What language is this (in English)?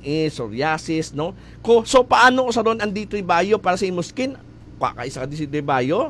Hiligaynon